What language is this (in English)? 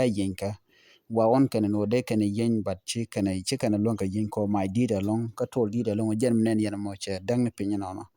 Nuer